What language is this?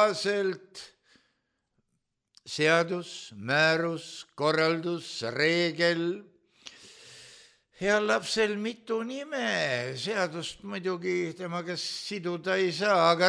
Estonian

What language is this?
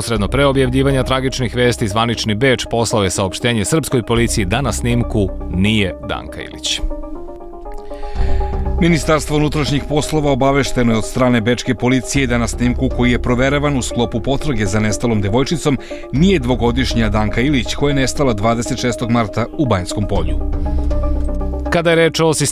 Serbian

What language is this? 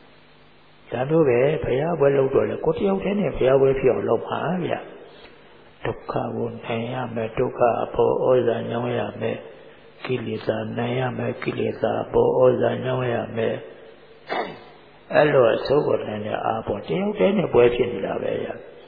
Burmese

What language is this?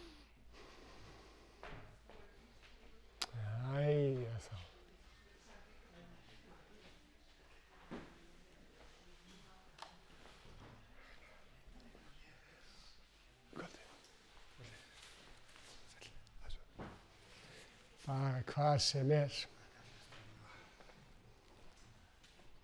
Icelandic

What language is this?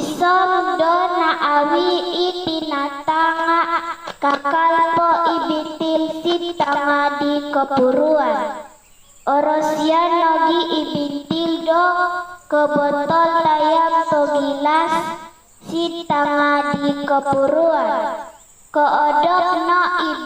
Central Dusun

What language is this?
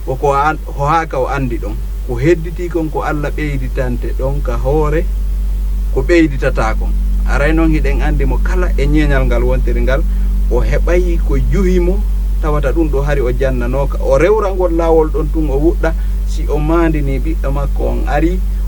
Fula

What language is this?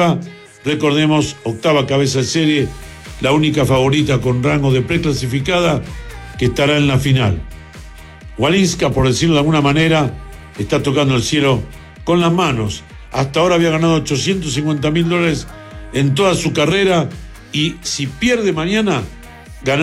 Spanish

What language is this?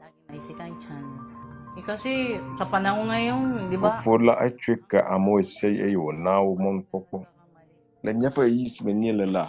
Ewe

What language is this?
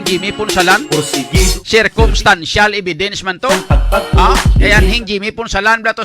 Hiligaynon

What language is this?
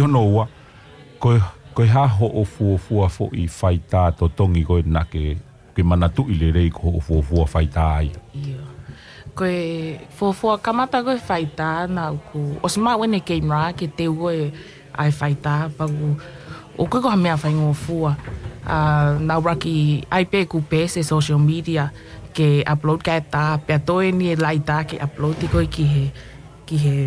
Tongan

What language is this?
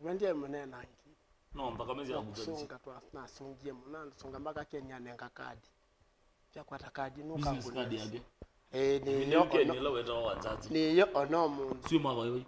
Kamba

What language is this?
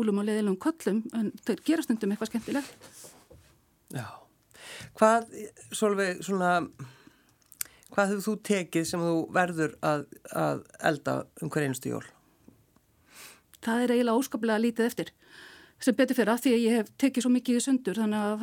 Icelandic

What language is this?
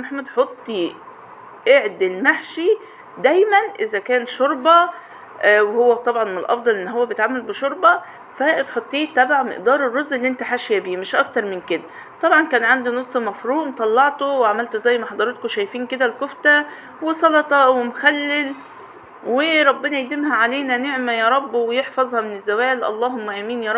Egyptian Arabic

